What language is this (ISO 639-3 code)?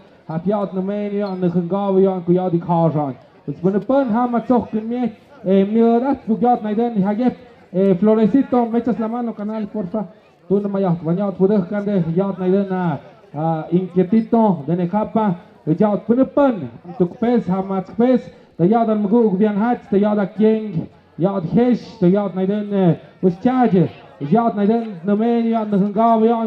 mxp